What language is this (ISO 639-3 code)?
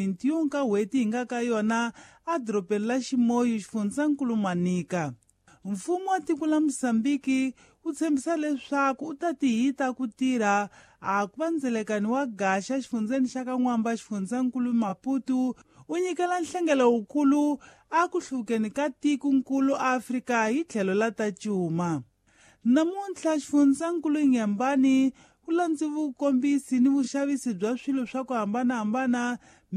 tso